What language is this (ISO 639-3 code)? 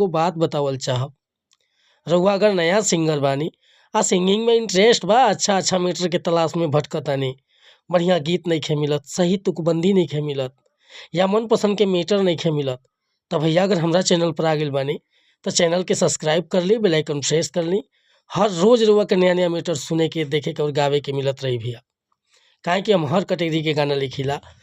bho